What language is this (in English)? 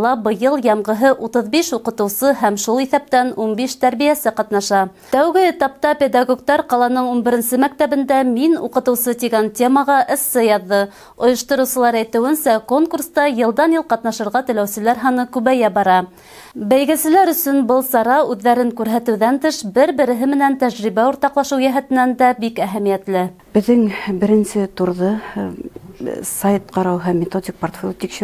Bashkir